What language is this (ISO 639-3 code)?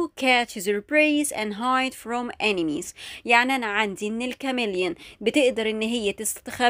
arz